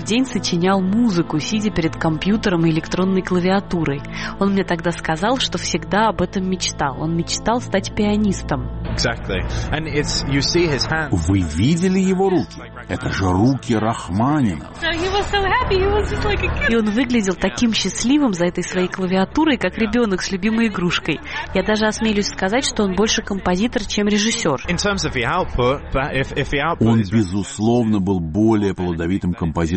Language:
Russian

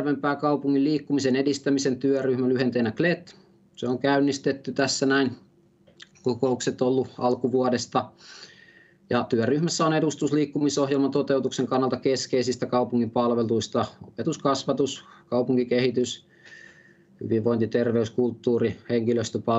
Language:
Finnish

